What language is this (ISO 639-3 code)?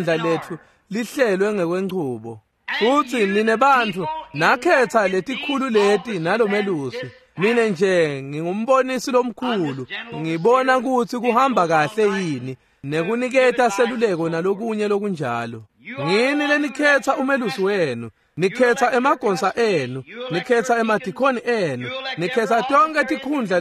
ssw